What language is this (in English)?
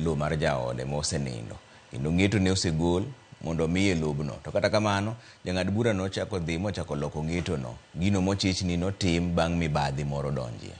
Luo (Kenya and Tanzania)